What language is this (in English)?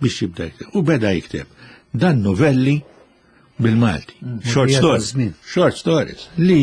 Maltese